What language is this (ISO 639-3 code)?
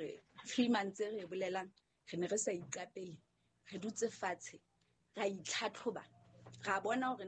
sot